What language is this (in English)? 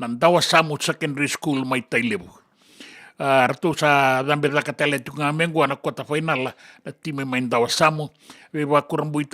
Fijian